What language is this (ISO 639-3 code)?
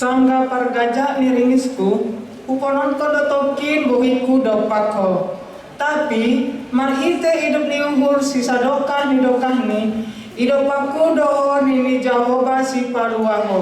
bts